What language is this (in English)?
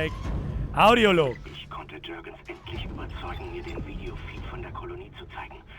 Bavarian